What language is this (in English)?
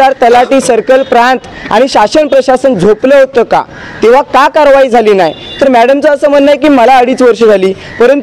Marathi